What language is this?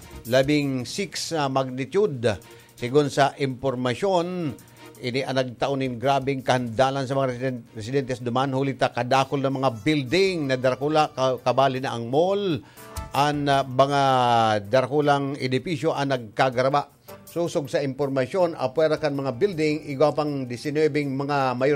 Bikol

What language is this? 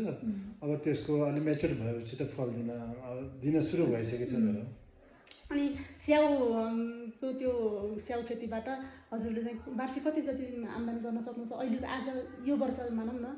Nepali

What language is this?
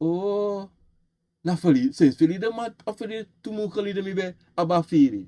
Sranan Tongo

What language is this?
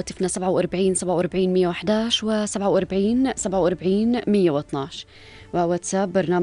North Levantine Arabic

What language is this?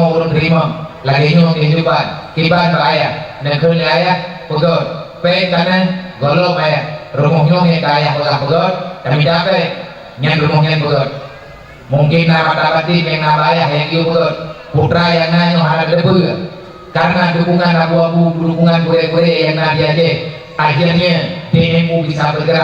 Achinese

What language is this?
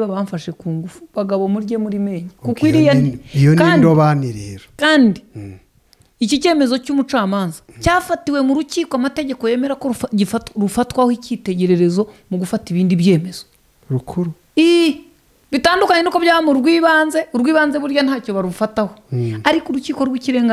Kinyarwanda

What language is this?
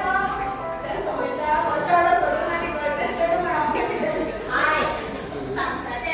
Konkani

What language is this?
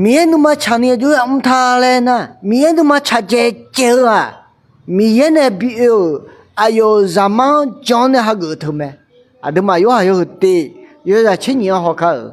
Akha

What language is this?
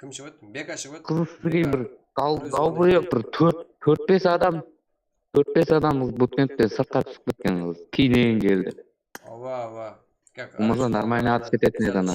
Kara-Kalpak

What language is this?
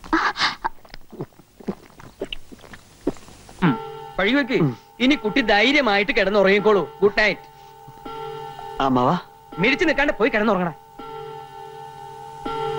Malayalam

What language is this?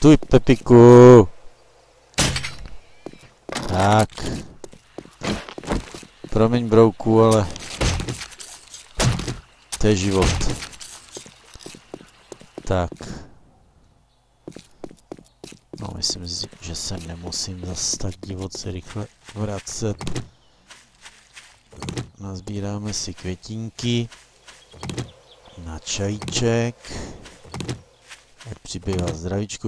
Czech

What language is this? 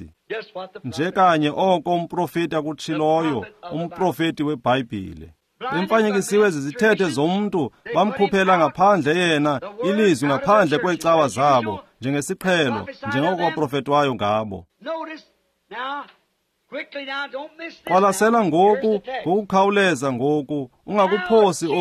Xhosa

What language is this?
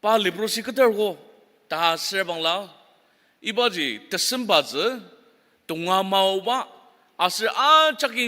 Ao Naga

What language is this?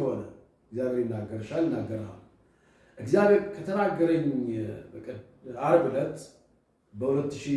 Amharic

